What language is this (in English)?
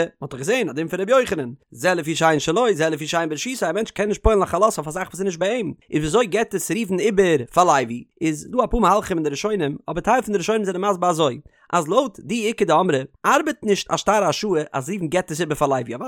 Yiddish